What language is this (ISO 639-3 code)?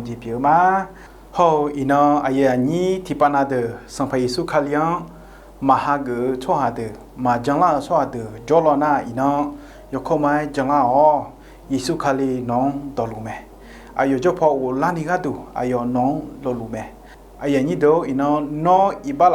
ahk